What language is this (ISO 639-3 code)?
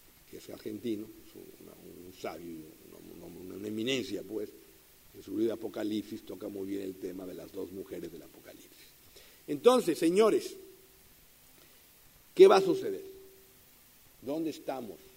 spa